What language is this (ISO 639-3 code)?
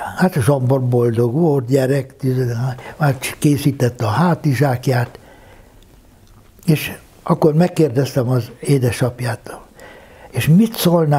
hun